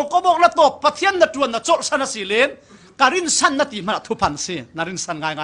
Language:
Falam Chin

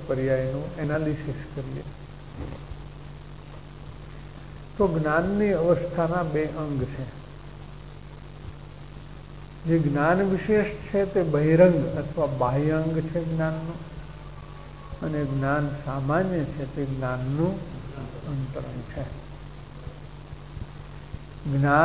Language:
Gujarati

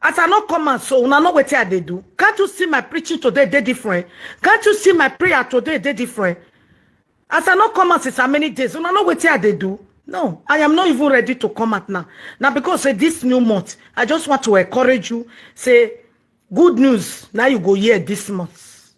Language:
Nigerian Pidgin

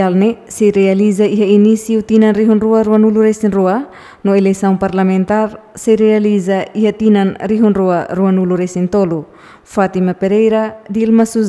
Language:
Tetum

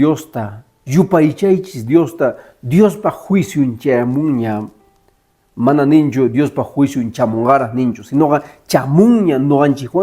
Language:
Quechua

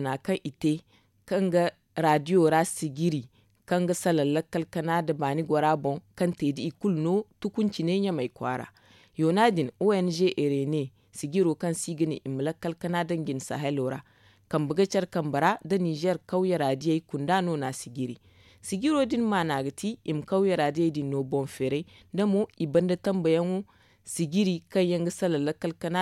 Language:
Zarma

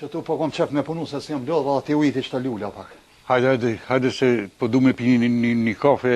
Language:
Albanian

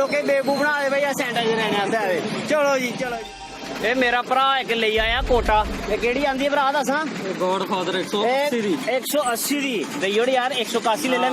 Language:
Dogri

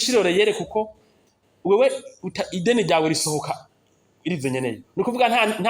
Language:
Rundi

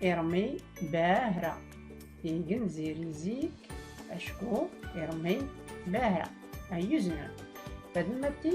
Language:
Tachelhit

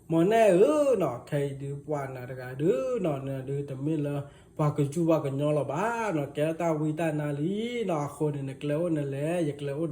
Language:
S'gaw Karen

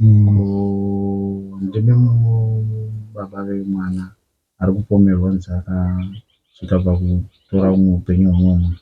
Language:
Shona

